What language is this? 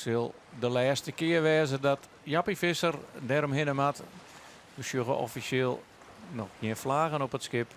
Western Frisian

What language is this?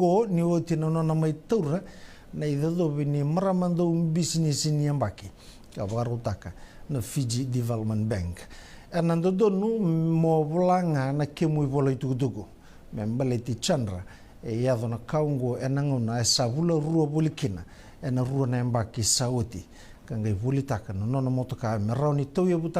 Fijian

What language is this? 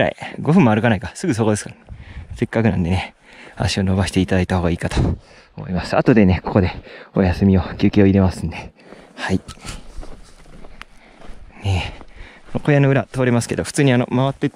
Japanese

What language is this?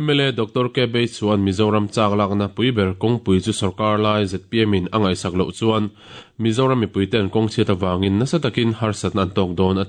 Mizo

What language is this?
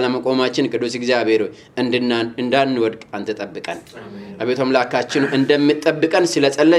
Amharic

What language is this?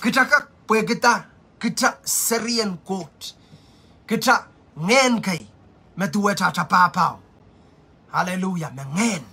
Pohnpeian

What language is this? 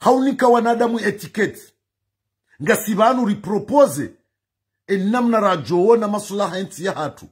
Ngazidja Comorian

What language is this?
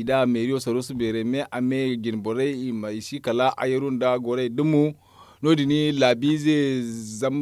Zarma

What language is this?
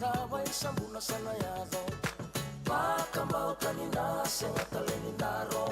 Fijian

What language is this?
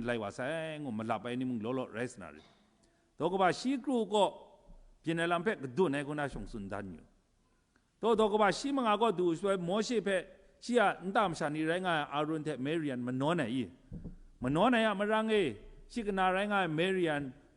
Kachin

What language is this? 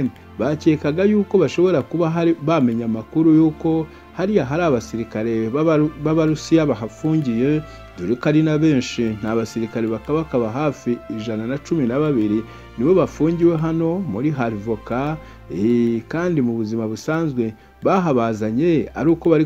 Kinyarwanda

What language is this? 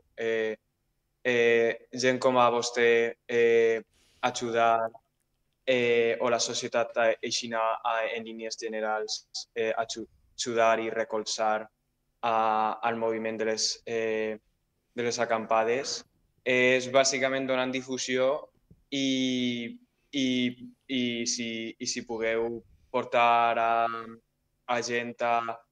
Catalan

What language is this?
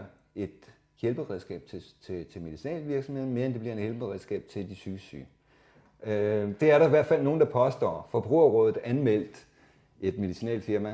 Danish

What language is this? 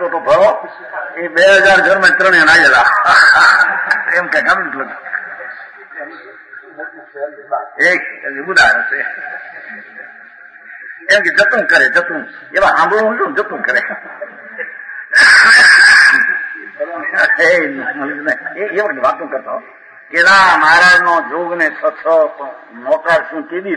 Gujarati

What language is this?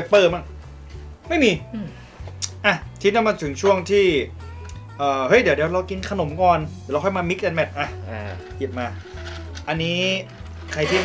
Thai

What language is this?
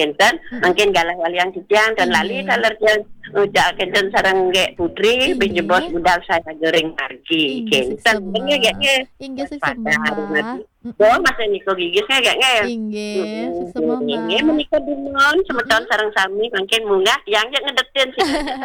Balinese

